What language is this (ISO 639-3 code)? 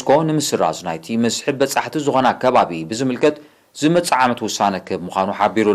tir